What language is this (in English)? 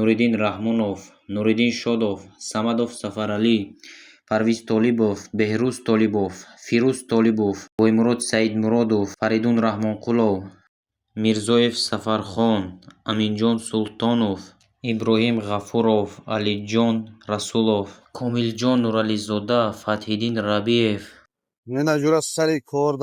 Tajik